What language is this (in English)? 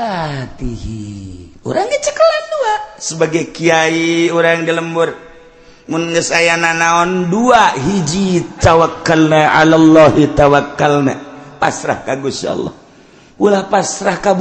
Sundanese